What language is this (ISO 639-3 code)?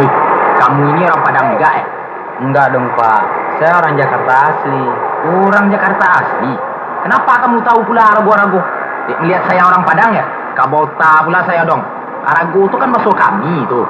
min